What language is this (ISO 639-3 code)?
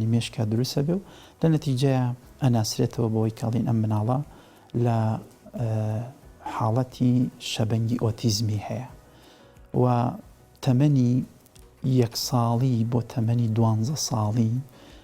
ckb